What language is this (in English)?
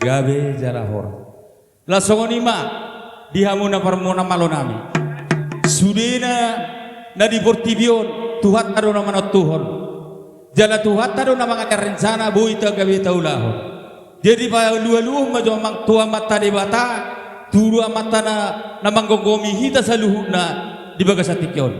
Batak Toba